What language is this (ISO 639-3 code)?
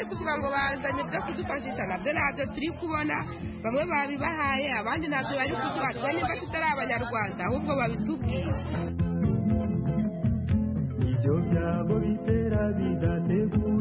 kin